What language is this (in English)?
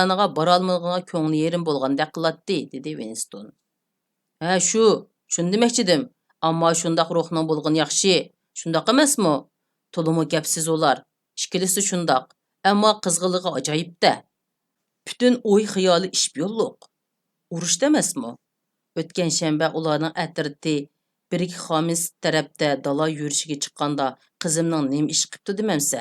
Uyghur